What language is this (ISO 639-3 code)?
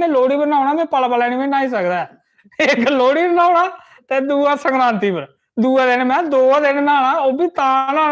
doi